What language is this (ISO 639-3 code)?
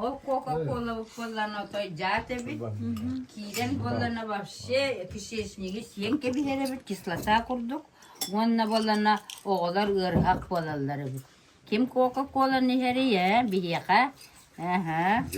sah